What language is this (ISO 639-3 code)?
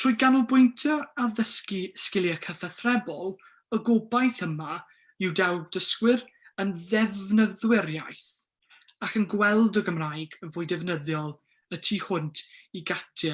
cym